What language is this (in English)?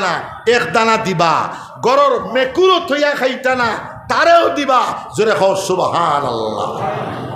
Sylheti